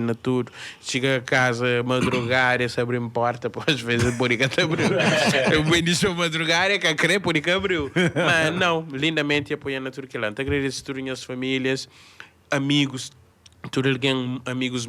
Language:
Kabuverdianu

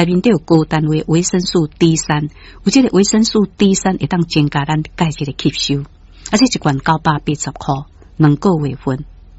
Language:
Min Nan Chinese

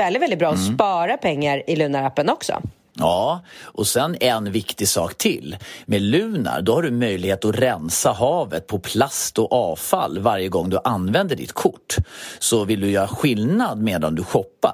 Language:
Swedish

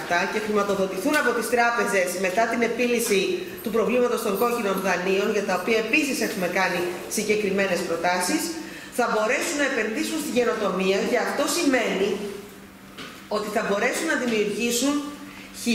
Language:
Greek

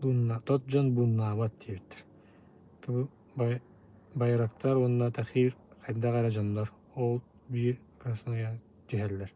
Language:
Yakut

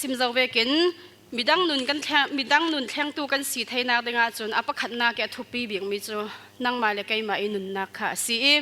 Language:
Falam Chin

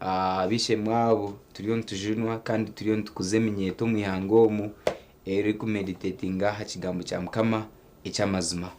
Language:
Nyankole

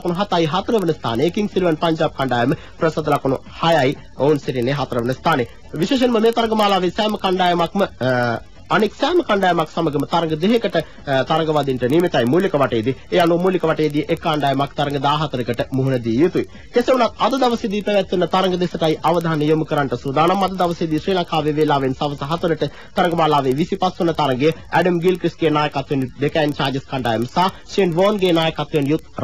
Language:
Sinhala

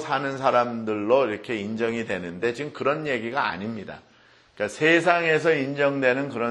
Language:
Korean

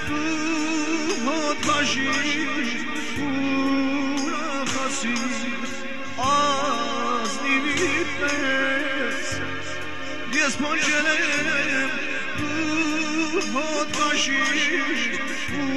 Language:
Persian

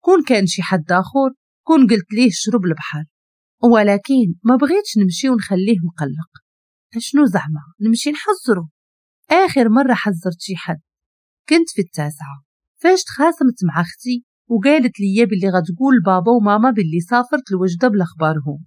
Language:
Moroccan Arabic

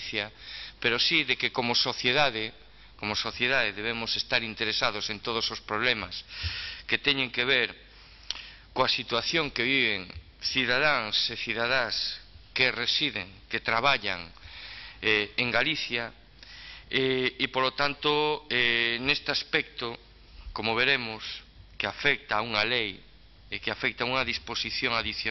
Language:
Galician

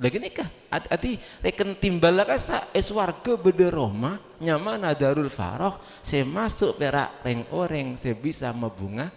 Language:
Madurese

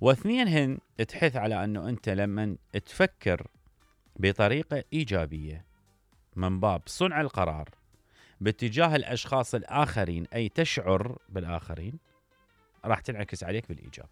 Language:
Mesopotamian Arabic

